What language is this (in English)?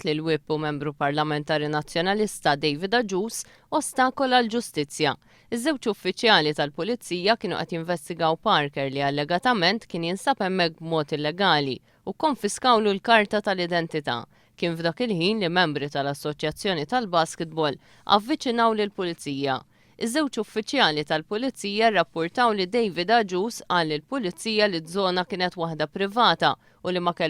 Maltese